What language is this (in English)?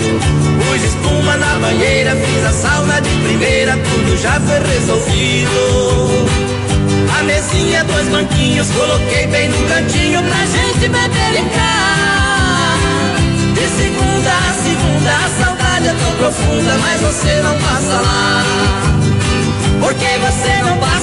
Portuguese